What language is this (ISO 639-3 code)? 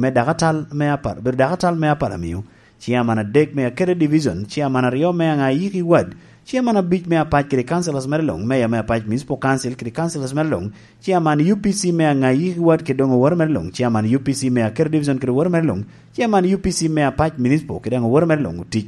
laj